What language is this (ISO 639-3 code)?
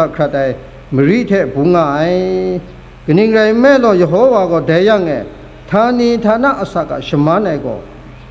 kac